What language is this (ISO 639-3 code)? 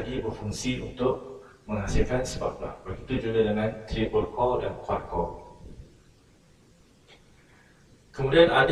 msa